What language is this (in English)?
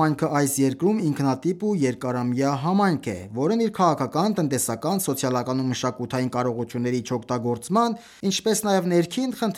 Armenian